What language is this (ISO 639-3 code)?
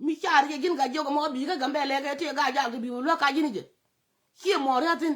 nus